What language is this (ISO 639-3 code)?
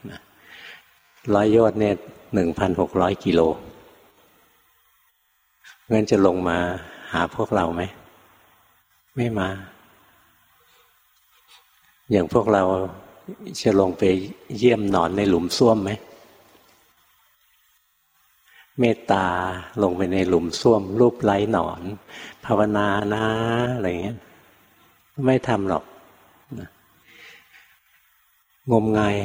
tha